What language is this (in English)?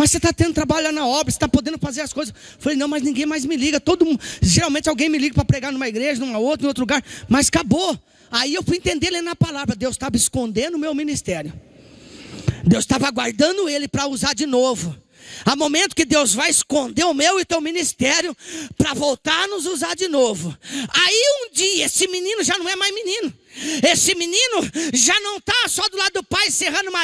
Portuguese